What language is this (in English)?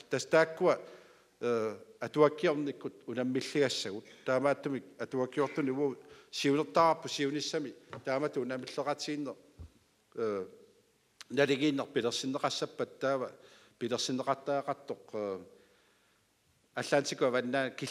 Kalaallisut